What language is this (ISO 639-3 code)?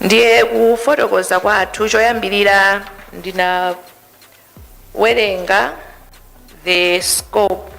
nya